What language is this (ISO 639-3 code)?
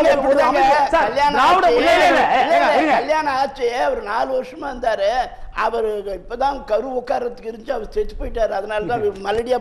tam